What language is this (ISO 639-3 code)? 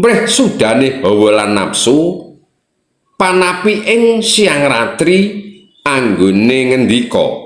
jav